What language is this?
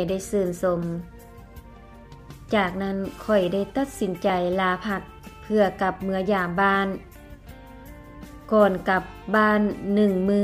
Lao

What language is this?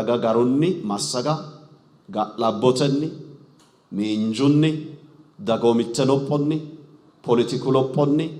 Sidamo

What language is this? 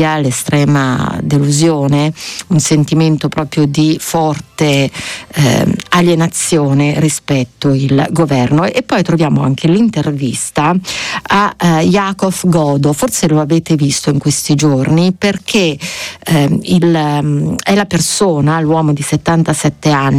Italian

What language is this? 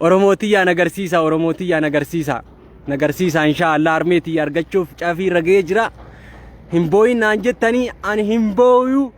Oromo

